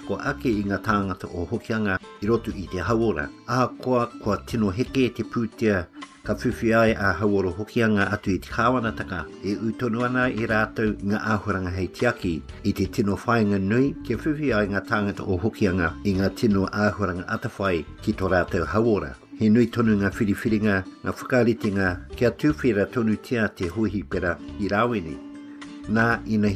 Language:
Māori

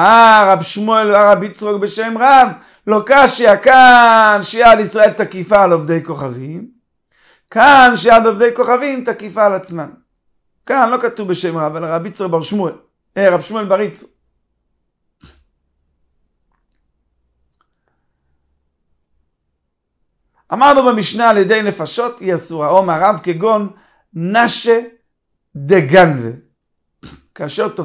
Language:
Hebrew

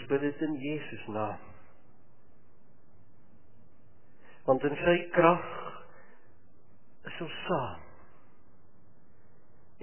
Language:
Afrikaans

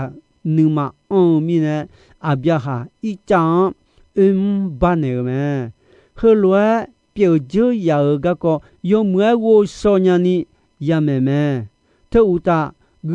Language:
Akha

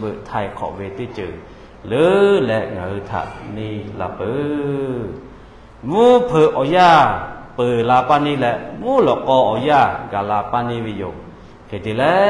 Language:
Lahu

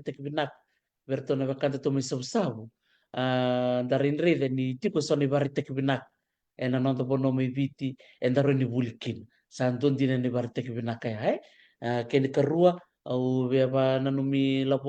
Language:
Fijian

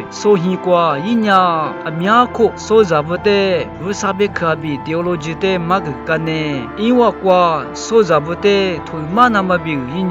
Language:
Lisu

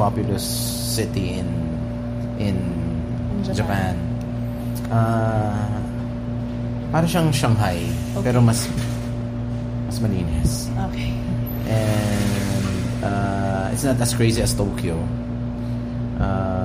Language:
Filipino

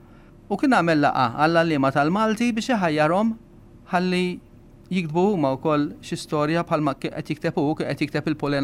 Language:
Maltese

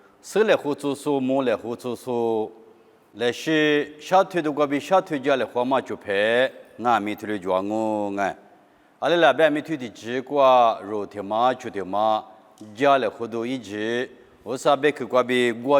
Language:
Lisu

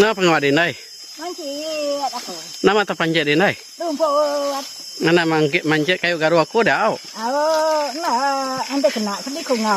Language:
Iban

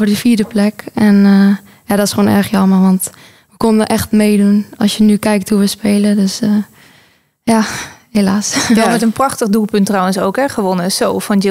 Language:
Dutch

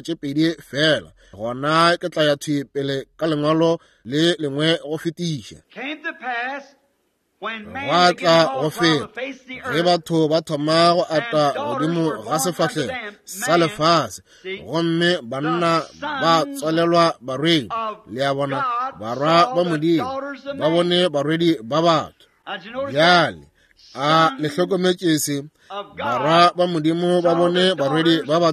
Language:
Northern Sotho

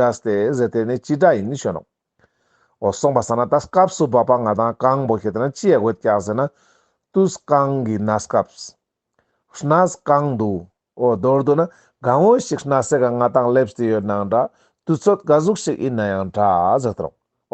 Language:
Ladakhi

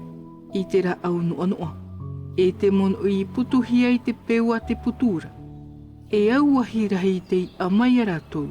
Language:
Tahitian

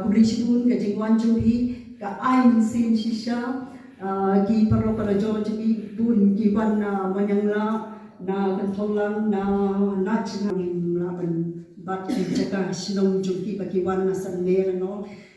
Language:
Khasi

